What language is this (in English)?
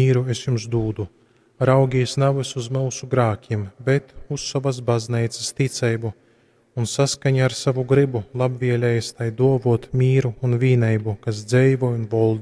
Latgalian